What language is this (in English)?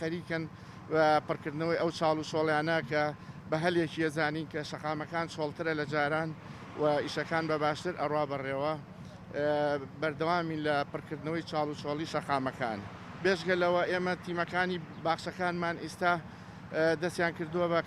Central Kurdish